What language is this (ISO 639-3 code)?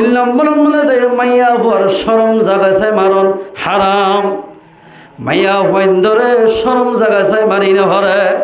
rhg